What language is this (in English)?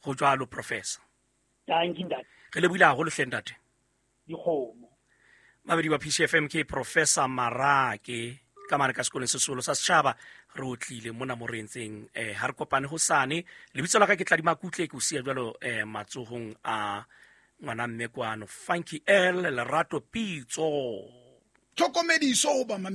Southern Sotho